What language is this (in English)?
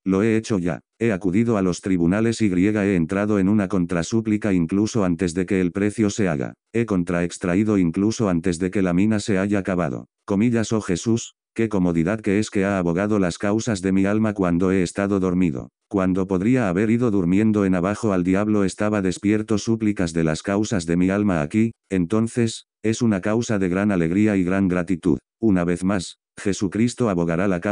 Spanish